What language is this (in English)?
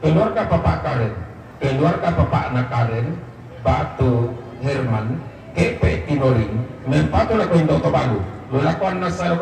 Toraja-Sa'dan